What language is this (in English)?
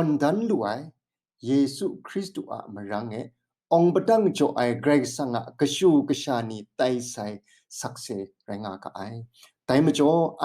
Kachin